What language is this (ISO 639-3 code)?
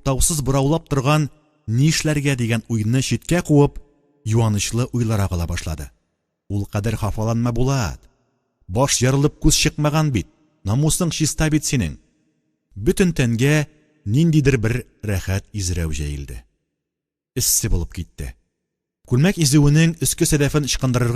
tat